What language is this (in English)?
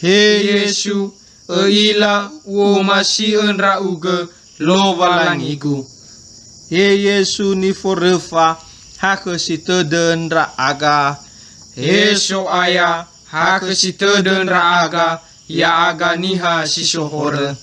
Nias